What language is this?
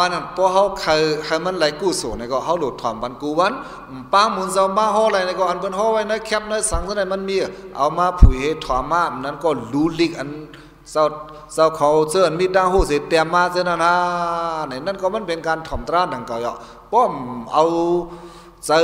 Shan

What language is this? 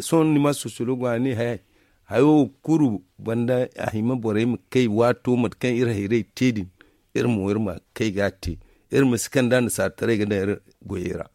Zarma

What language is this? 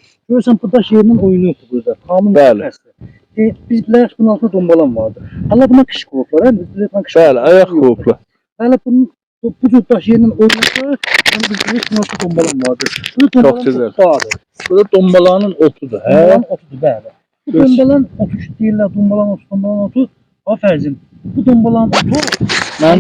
South Azerbaijani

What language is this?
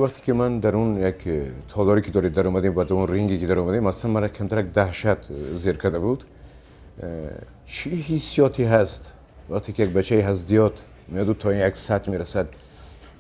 Tajik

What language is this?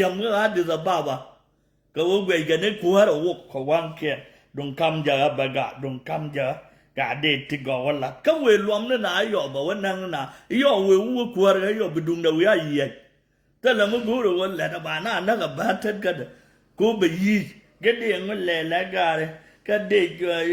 Nuer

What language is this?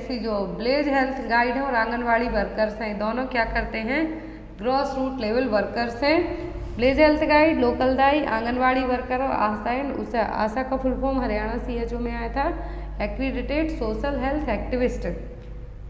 Hindi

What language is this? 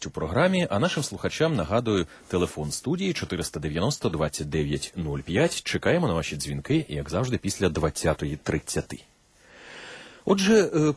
Ukrainian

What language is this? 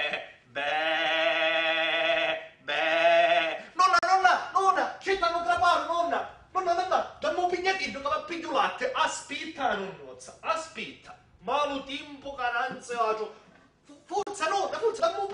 Sicilian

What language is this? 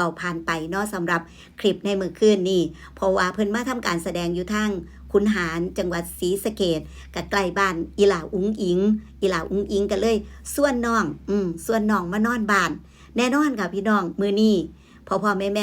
Northeastern Thai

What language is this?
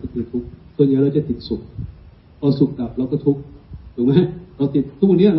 Thai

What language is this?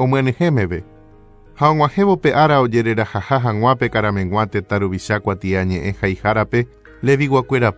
Guarani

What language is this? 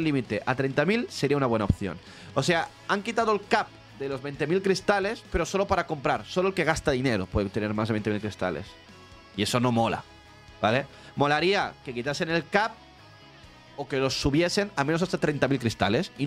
Spanish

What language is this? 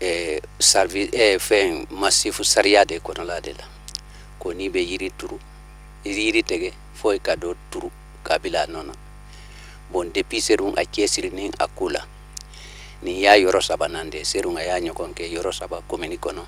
Bambara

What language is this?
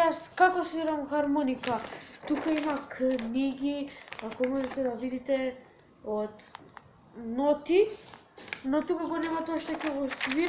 Macedonian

